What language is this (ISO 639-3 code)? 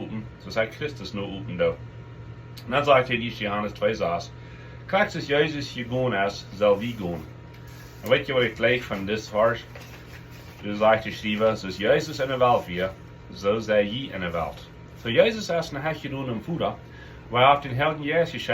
pdt